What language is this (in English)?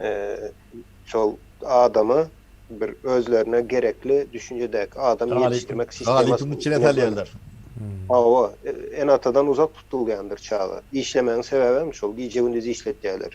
Turkmen